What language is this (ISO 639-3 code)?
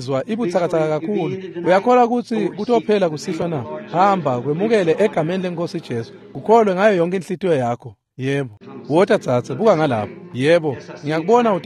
ssw